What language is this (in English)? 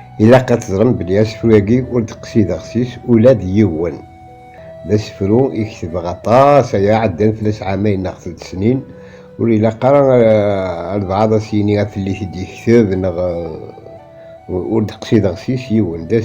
Kabyle